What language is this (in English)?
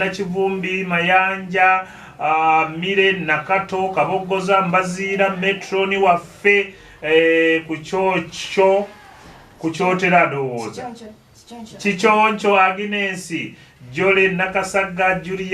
Ganda